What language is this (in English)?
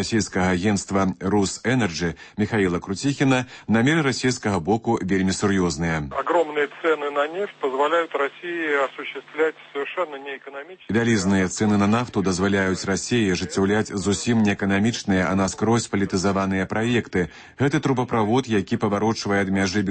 Belarusian